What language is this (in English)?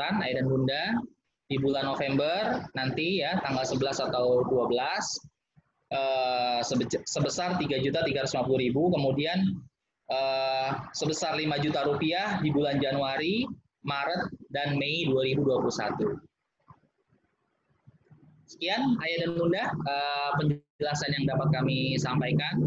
Indonesian